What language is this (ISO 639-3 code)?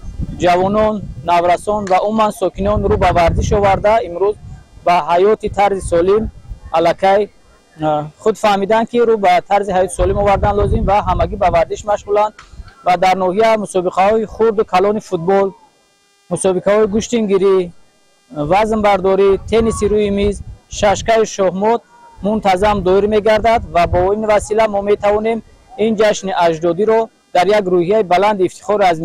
tgk